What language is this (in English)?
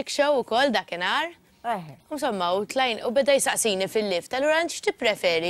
Maltese